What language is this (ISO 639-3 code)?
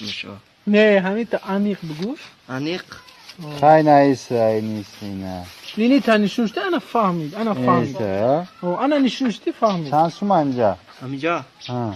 tgk